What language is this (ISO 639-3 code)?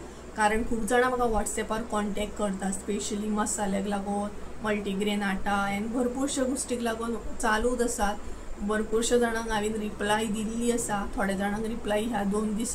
kok